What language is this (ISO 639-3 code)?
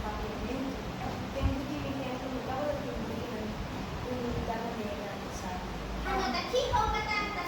pap